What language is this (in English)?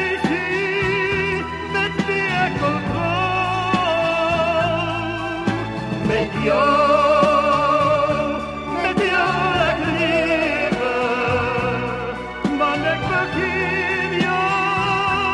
Afrikaans